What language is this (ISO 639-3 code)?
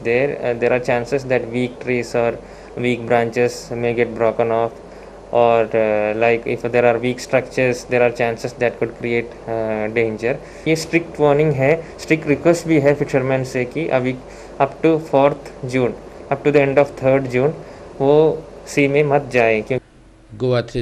kok